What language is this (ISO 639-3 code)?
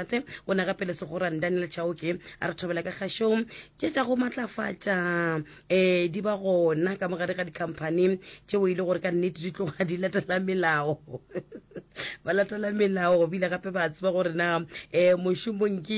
nso